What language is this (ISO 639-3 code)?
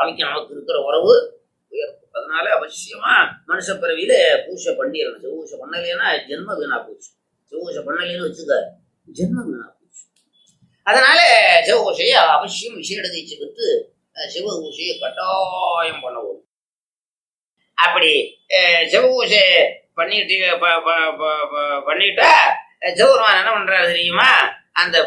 tam